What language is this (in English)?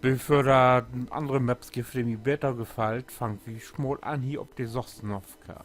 Low German